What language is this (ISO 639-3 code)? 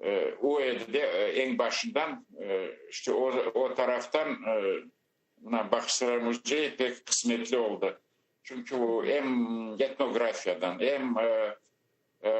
crh